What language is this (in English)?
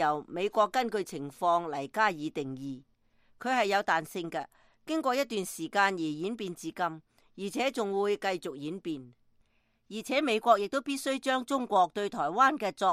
Cantonese